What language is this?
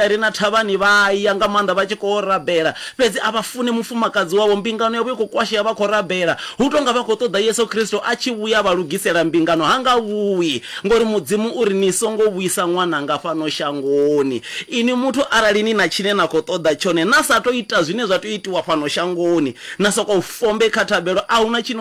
Venda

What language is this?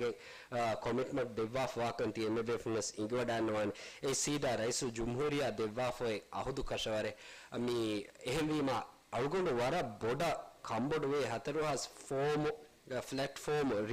Divehi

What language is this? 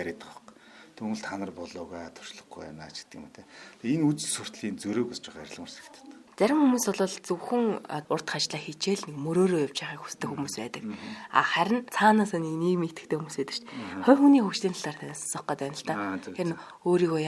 Mongolian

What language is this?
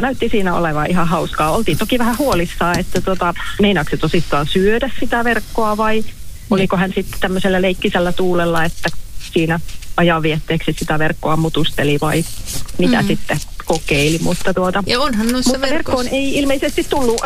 Finnish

